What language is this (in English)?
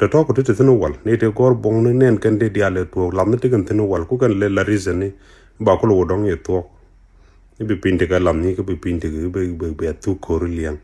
Nuer